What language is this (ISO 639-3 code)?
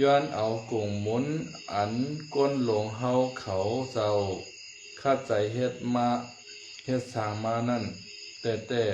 shn